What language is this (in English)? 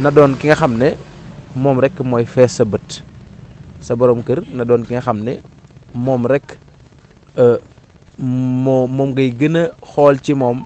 Wolof